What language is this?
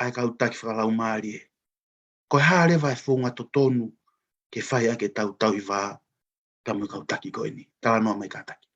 Tongan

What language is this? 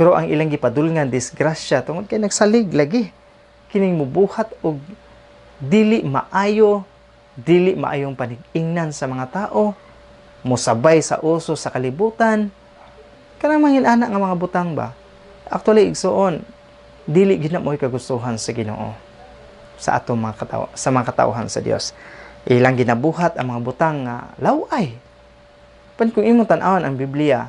Cebuano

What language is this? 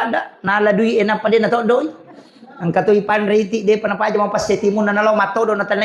Buginese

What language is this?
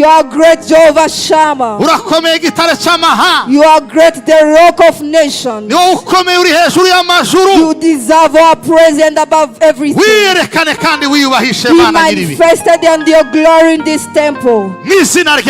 Kinyarwanda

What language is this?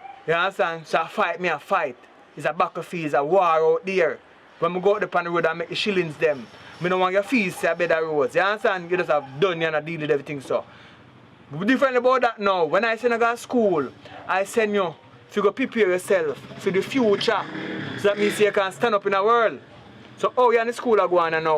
Jamaican Creole English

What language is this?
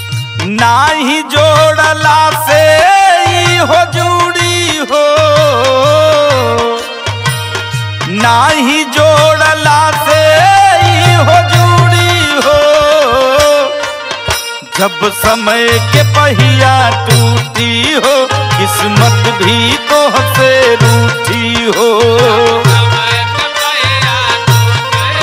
Bhojpuri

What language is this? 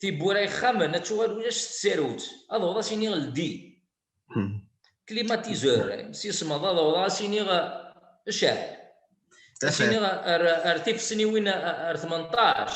Kabyle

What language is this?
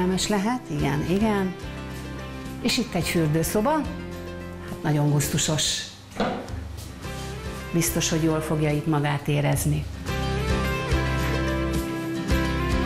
Hungarian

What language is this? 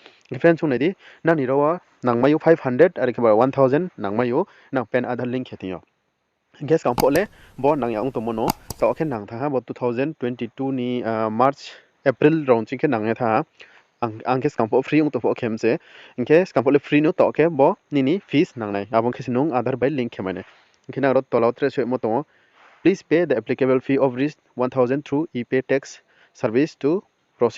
Riang (India)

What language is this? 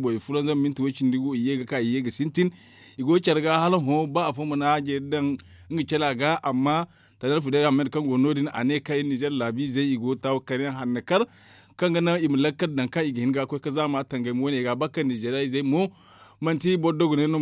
Zarma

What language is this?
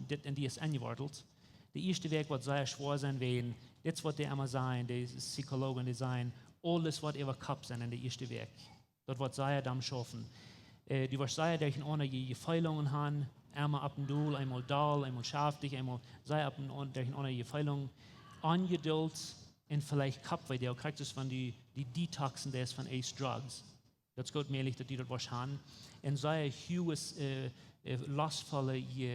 Plautdietsch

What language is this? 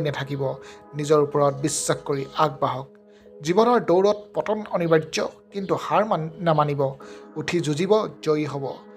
Assamese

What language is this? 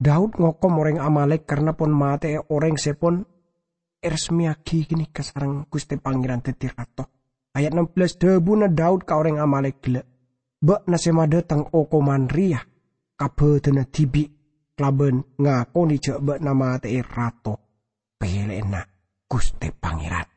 Madurese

